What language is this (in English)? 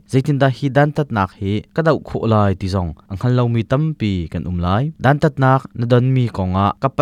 Hakha Chin